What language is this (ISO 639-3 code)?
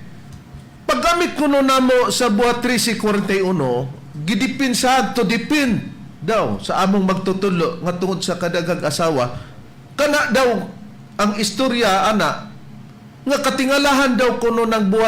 ceb